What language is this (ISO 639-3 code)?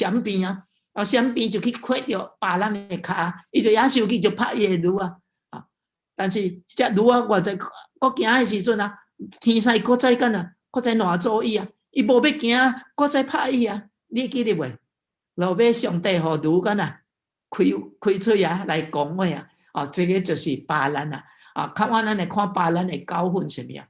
nan